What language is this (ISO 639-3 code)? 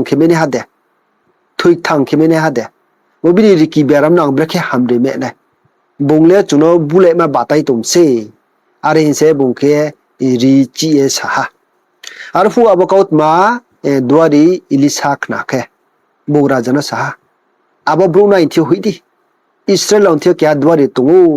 ria